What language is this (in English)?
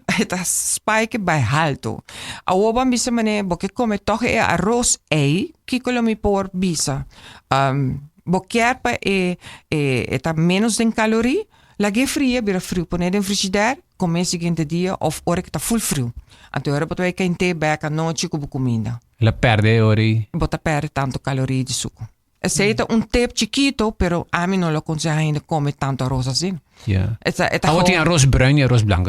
Papiamento